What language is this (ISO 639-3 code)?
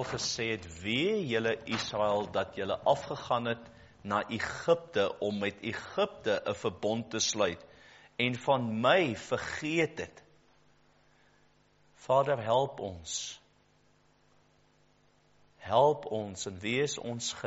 afr